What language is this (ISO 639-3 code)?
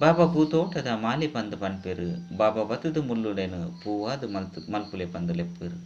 tcy